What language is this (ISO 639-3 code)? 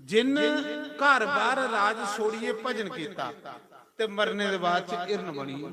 doi